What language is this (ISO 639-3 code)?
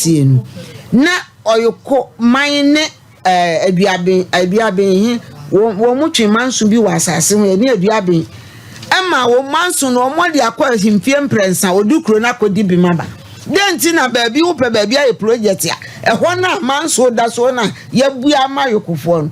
aka